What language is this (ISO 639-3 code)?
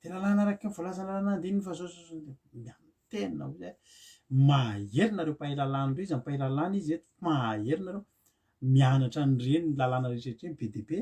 mlg